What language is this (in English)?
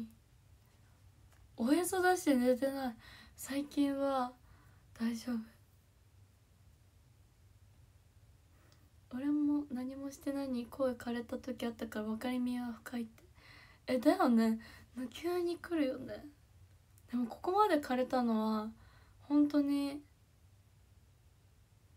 Japanese